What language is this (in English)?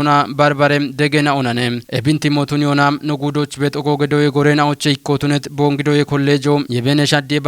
Kafa